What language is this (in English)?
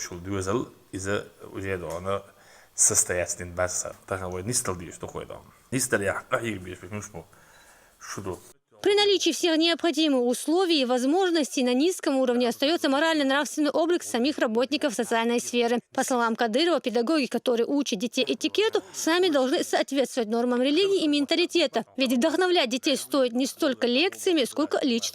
Chechen